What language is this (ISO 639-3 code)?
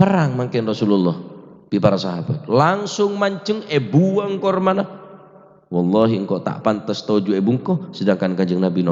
mad